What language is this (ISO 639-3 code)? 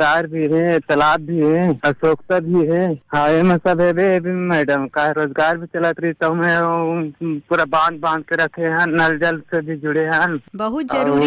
hne